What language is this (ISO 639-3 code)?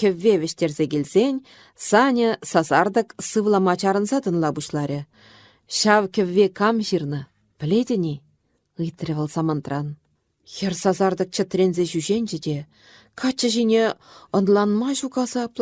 chv